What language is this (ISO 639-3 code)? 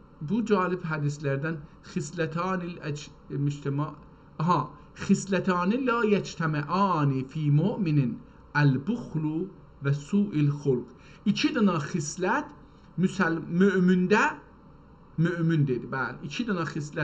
azb